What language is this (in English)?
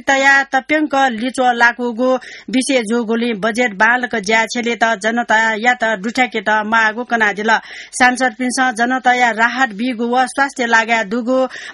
Newari